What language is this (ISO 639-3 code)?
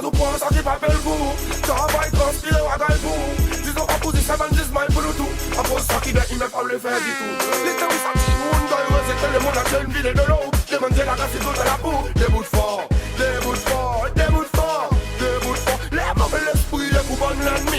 crs